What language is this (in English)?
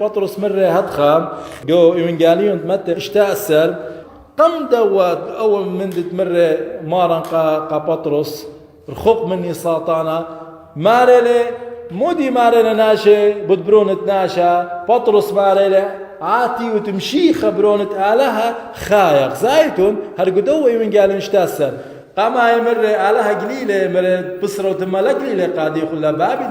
Assyrian Neo-Aramaic